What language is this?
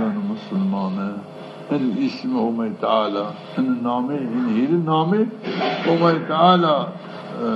Zaza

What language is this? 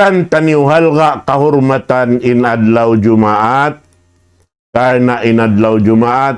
Tausug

